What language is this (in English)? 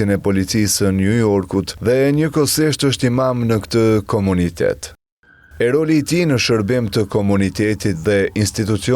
Albanian